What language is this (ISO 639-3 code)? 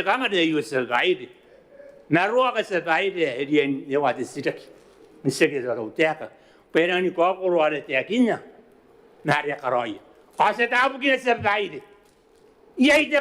gil